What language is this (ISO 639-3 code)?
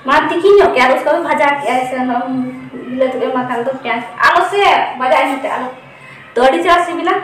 sat